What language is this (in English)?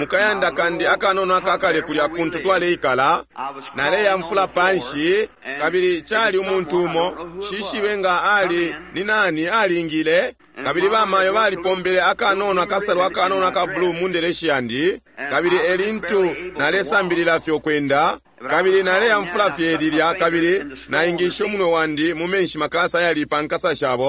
Bemba